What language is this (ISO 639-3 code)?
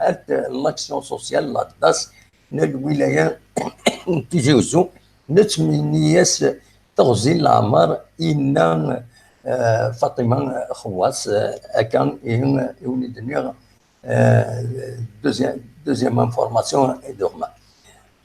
kab